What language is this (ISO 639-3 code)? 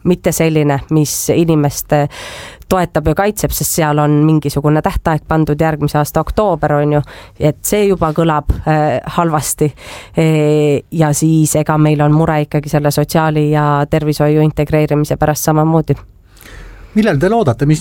est